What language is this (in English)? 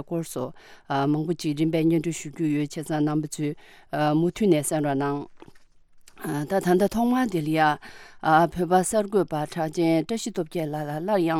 Tibetan